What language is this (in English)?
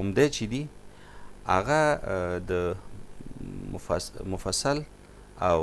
Pashto